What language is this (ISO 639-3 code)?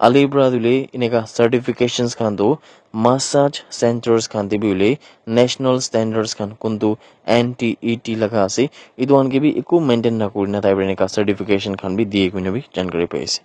nag